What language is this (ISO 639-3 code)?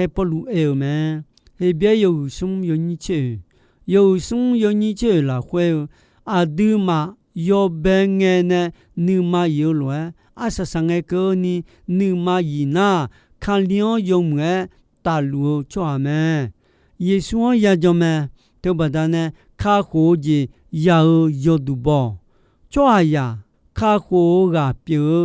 ahk